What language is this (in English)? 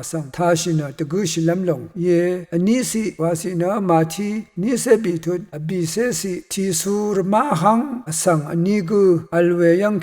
Rawang